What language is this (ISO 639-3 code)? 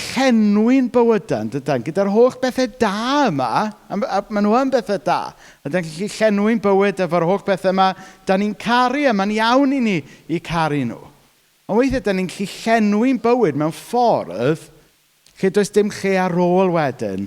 cym